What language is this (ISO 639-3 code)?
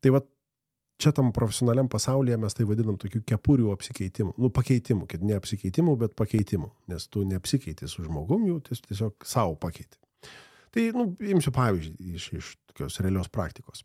lit